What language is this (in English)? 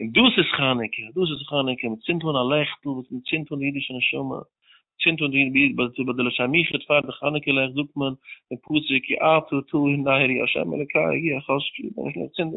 Yiddish